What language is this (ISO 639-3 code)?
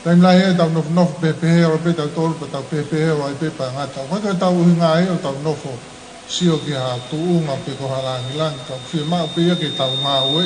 ton